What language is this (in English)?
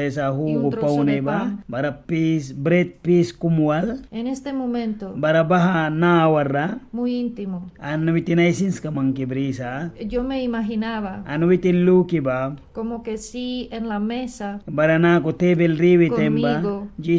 Mískito